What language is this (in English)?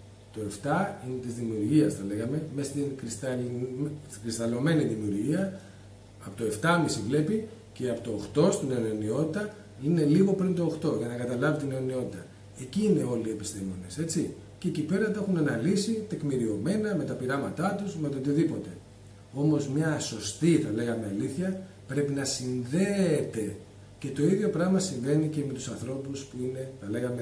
Greek